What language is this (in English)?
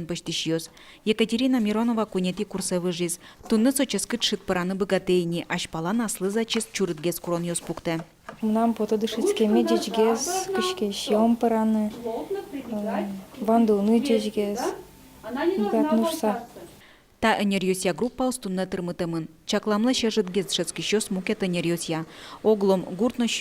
Udmurt